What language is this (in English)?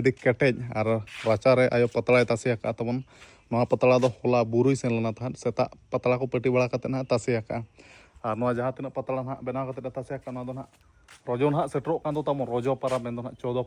Santali